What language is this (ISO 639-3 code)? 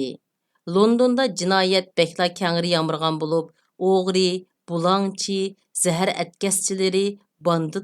uig